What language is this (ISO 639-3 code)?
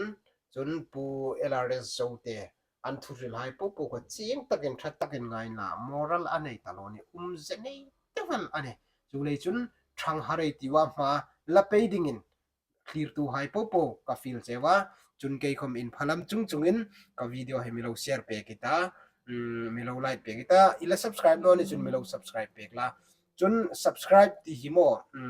hmr